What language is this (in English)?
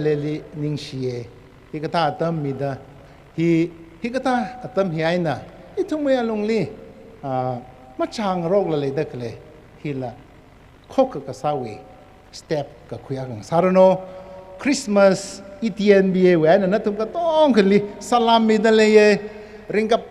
Tangkhul Naga (India)